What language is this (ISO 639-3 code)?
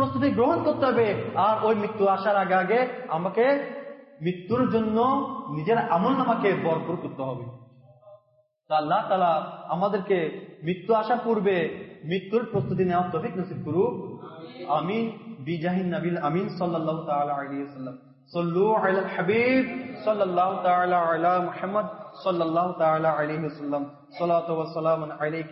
ben